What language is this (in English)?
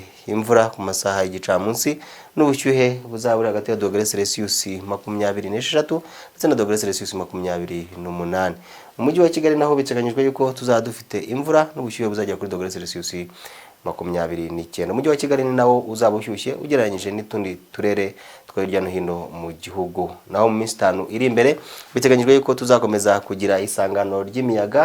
Kinyarwanda